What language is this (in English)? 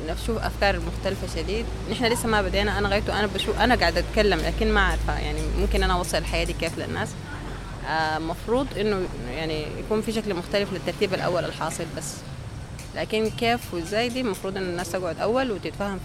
Sudanese Arabic